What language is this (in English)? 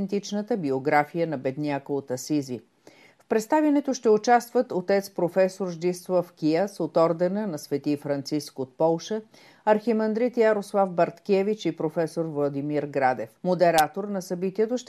Bulgarian